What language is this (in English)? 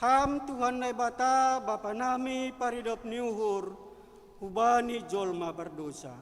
Batak Simalungun